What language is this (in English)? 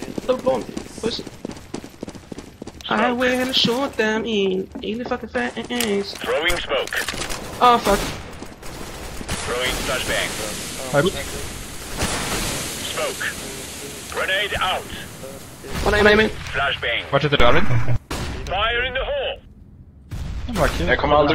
Swedish